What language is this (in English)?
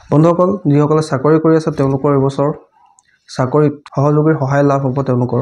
Assamese